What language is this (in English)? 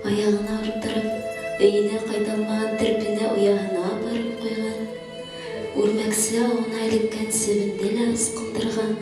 Bashkir